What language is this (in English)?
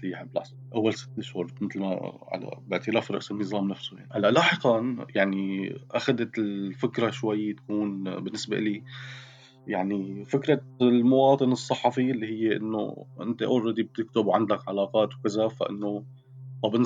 North Levantine Arabic